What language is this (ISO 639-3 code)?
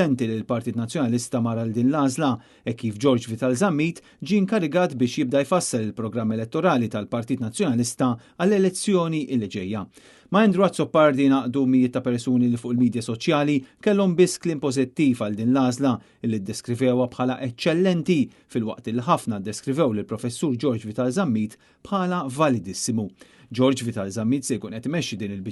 mlt